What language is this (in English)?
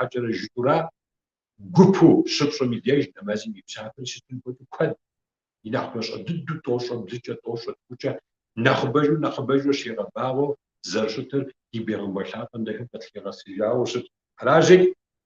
Kabardian